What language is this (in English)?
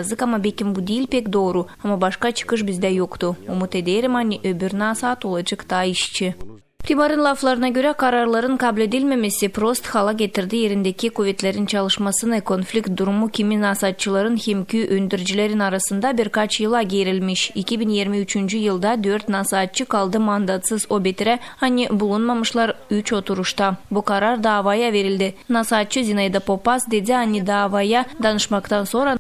Gagauz